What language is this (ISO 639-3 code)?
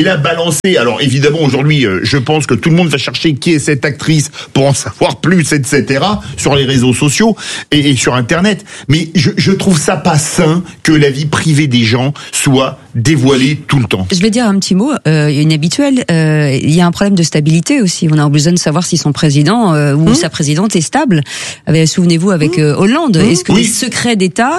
fra